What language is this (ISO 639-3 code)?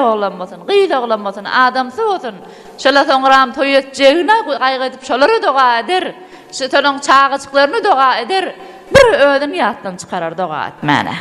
tuk